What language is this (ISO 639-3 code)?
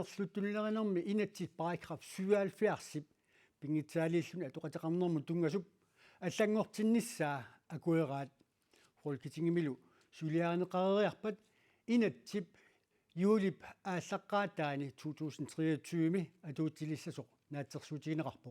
kal